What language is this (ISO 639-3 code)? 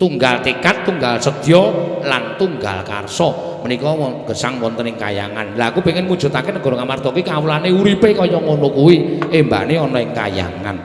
jav